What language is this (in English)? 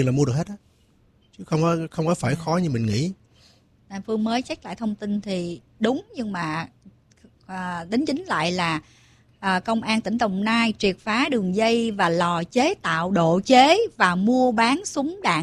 Vietnamese